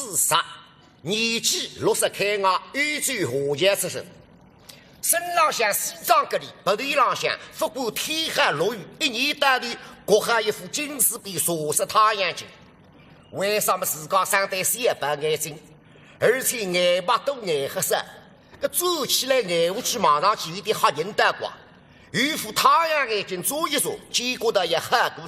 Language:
Wu Chinese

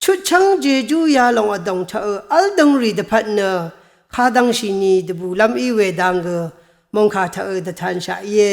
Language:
Rawang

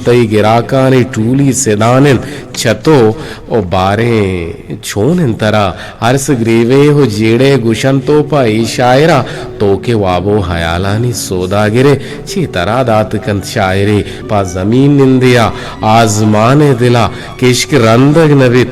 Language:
Eastern Balochi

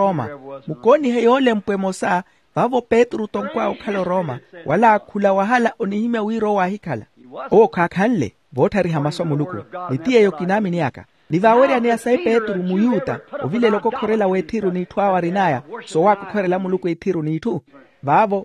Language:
Makhuwa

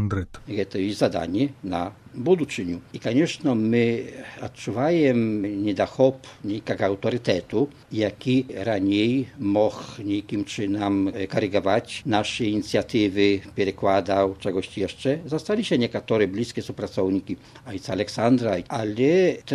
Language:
Belarusian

